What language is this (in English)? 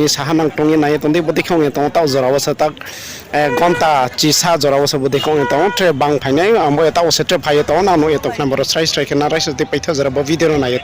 Riang (India)